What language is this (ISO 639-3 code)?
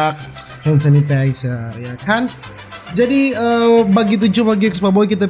xmm